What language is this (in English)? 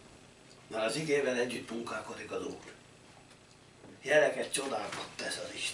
Hungarian